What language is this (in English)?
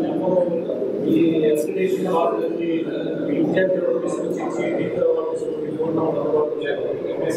Telugu